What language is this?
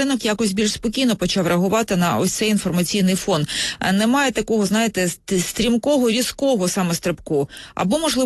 Ukrainian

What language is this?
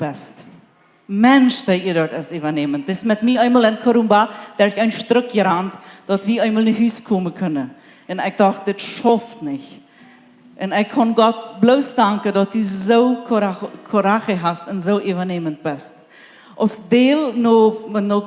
Plautdietsch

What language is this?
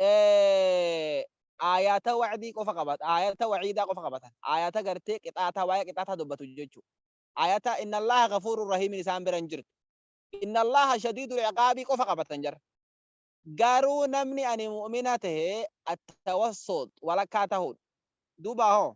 Oromo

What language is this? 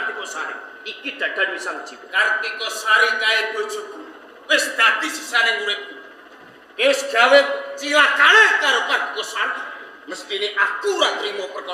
Javanese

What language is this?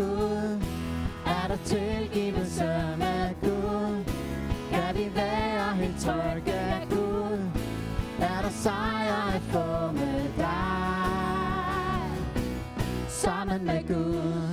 Danish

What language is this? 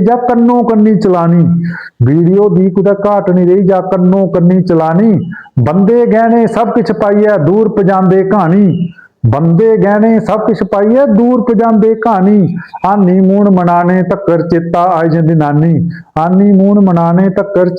Dogri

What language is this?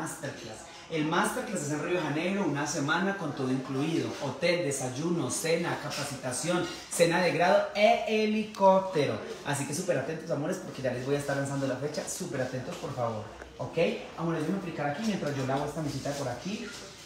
Spanish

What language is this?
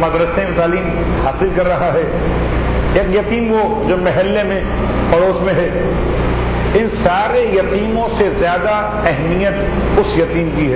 Urdu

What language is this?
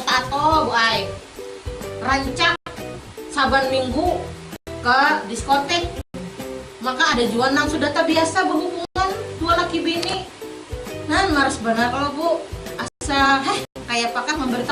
Banjar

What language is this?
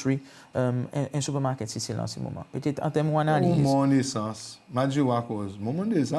Seselwa Creole French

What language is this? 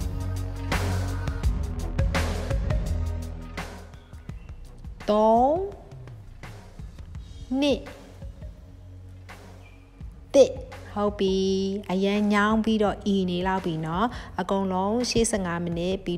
Burmese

